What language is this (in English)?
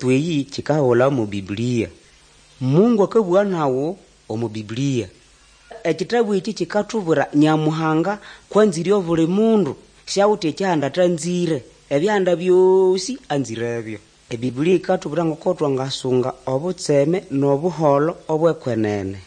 Nande